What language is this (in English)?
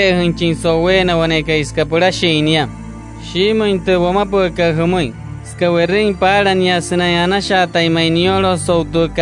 Wayuu